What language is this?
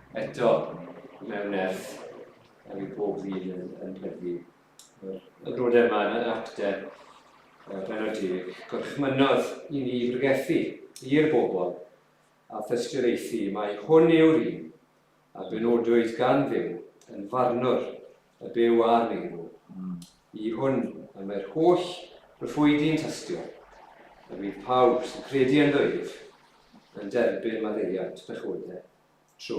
Welsh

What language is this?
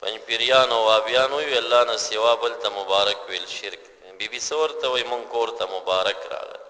Pashto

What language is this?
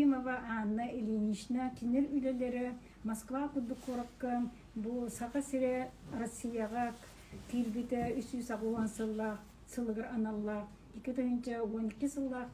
Yakut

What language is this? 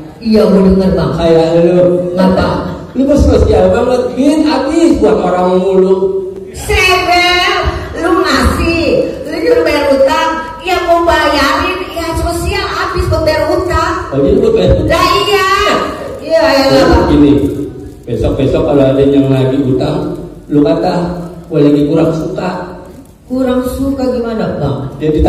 Betawi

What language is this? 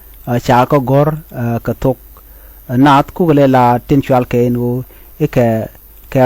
Nuer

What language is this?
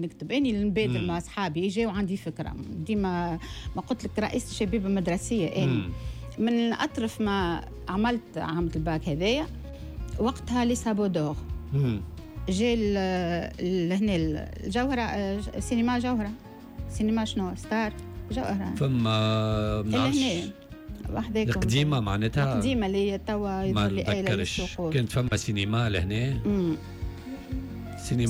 Tunisian Arabic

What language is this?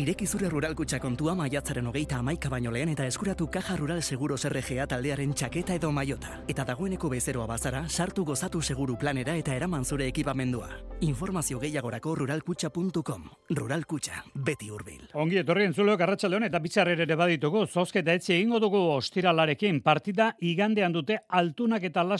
Basque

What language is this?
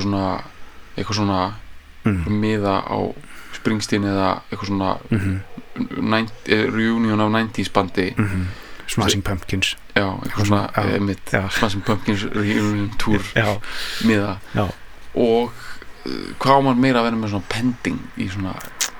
Icelandic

